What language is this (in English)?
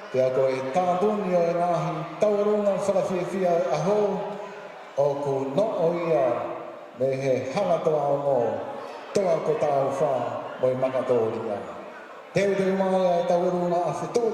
Tongan